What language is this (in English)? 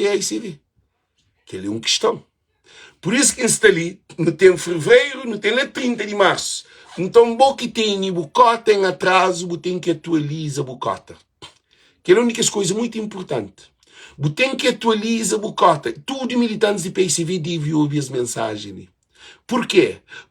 Kabuverdianu